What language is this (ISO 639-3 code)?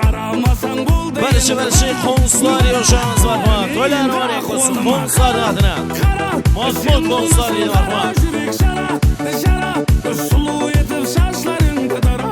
kaa